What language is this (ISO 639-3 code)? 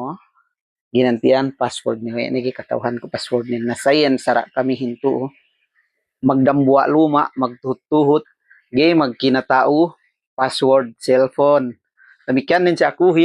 yka